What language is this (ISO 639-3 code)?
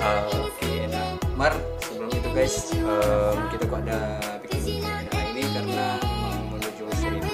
xmm